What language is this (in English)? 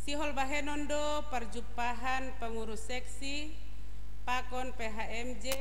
Batak Simalungun